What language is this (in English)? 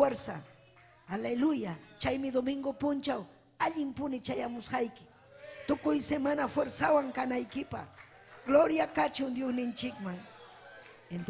Ayacucho Quechua